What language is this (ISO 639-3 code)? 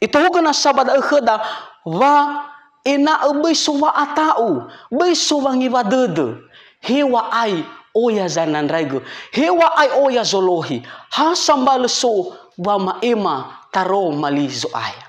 nia